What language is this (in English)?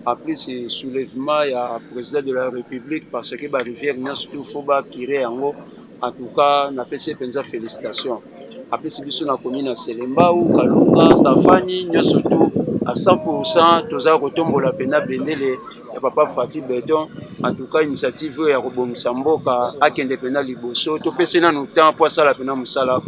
Lingala